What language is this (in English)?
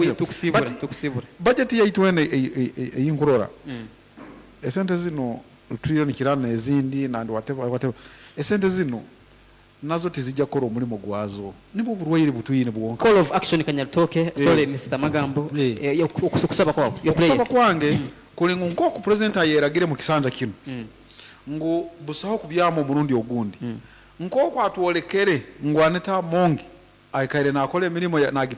Nyoro